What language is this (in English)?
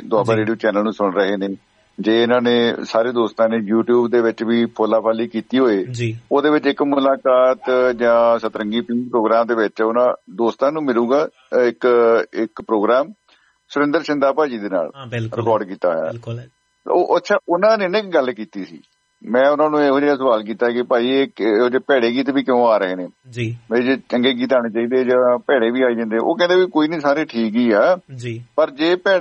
Punjabi